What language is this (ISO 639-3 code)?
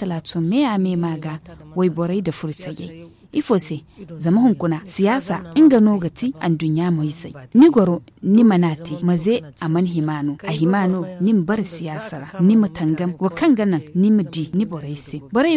dje